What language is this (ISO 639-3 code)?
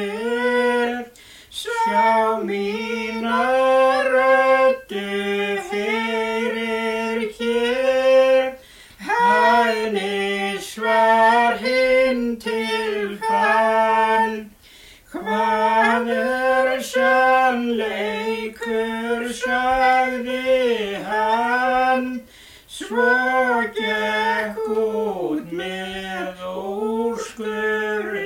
isl